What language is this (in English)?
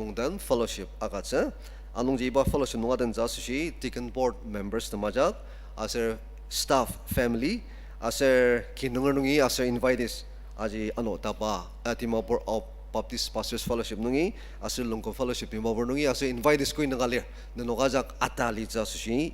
Ao Naga